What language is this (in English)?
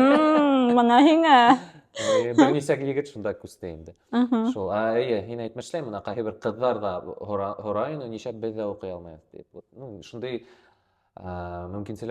Bashkir